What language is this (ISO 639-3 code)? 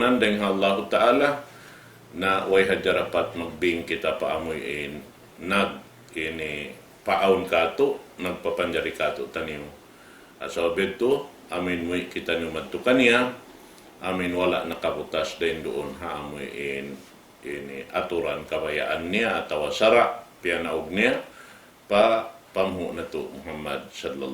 tsg